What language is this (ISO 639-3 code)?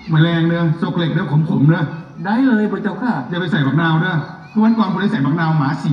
tts